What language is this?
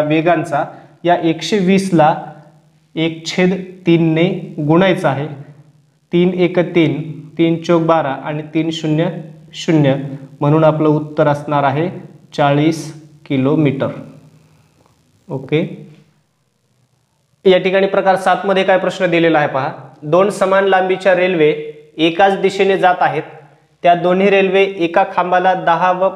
Marathi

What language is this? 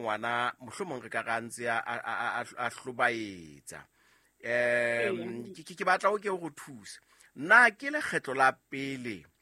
Southern Sotho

